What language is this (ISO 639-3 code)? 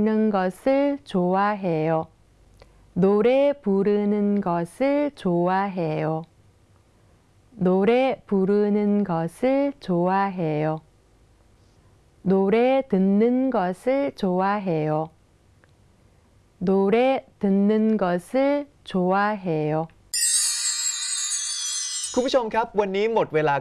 kor